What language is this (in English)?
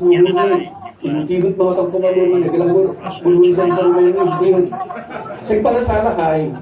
Batak Simalungun